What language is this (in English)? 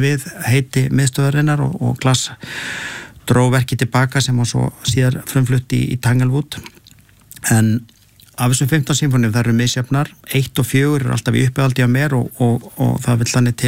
Icelandic